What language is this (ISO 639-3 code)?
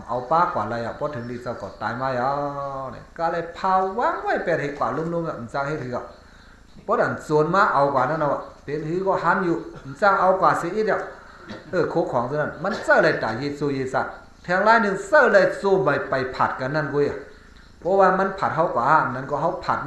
shn